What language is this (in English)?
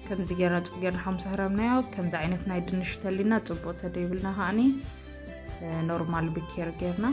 Tigrinya